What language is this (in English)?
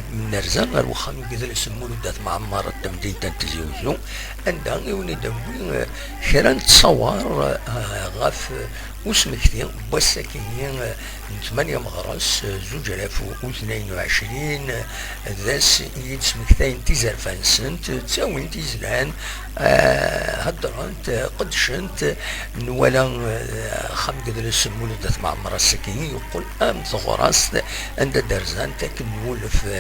Kabyle